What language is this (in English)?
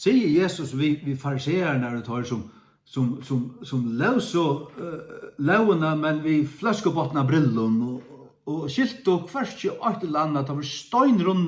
Faroese